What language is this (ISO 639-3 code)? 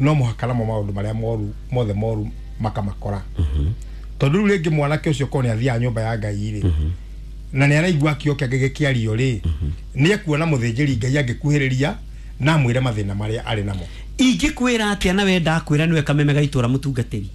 kik